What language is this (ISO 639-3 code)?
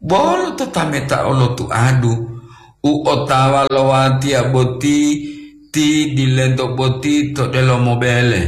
gor